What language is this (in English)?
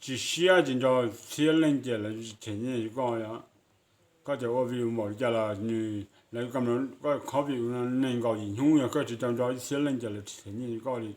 Hmong